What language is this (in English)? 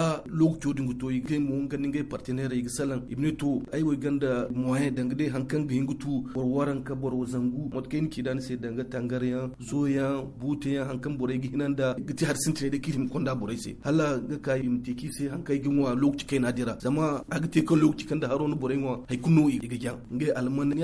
Zarma